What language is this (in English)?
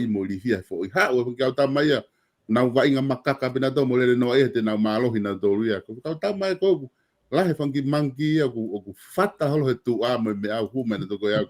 Tongan